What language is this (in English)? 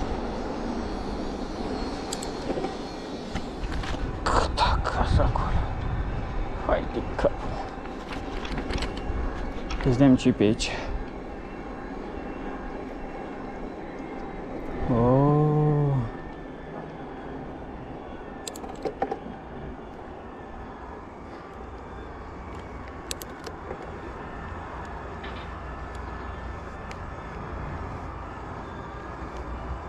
Romanian